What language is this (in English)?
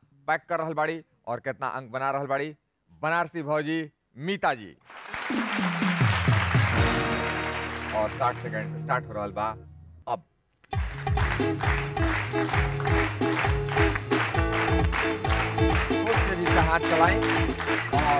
Bhojpuri